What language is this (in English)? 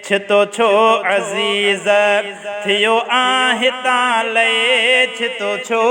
Sindhi